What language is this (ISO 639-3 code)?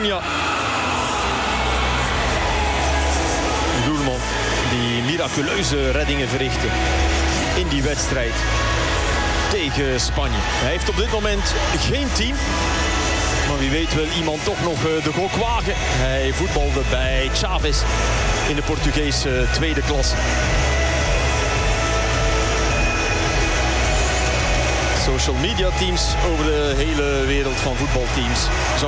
nld